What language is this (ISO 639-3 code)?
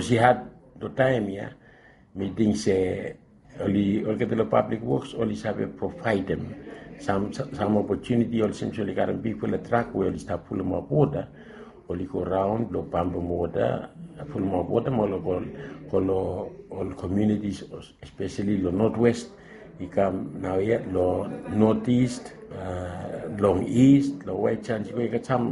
bis